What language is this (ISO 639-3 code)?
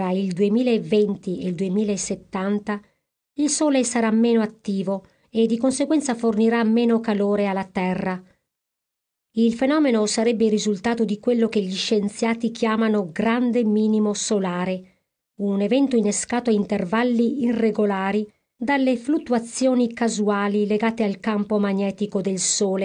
ita